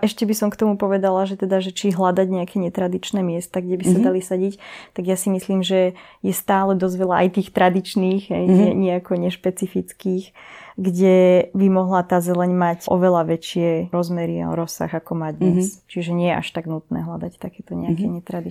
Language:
Slovak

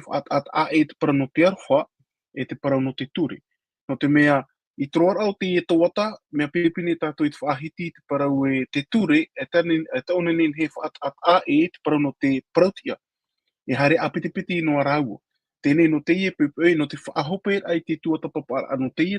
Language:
Tahitian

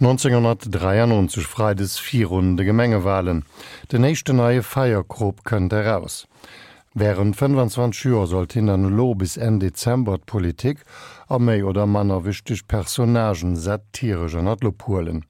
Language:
Luxembourgish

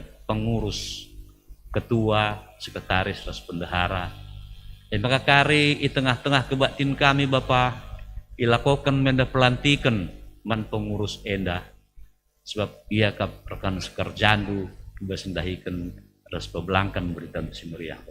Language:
Batak Karo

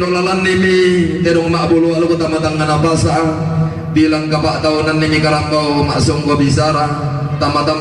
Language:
Toraja-Sa'dan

